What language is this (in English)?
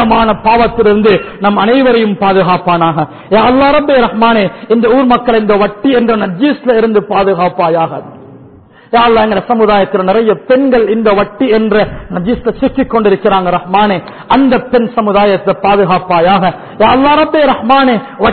Tamil